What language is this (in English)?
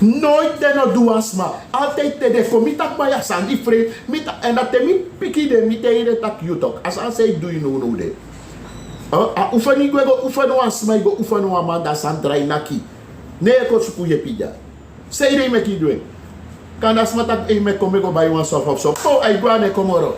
Sranan Tongo